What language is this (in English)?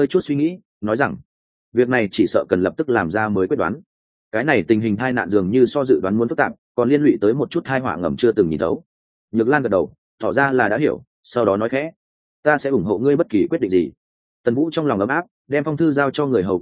Vietnamese